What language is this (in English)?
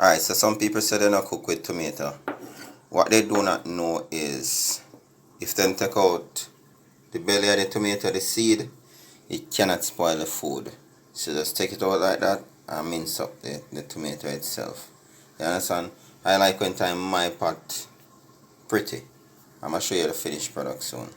Jamaican Creole English